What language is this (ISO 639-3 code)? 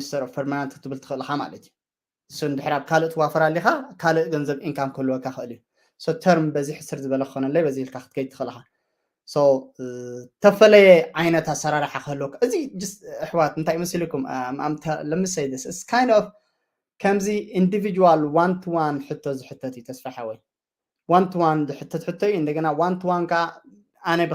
tir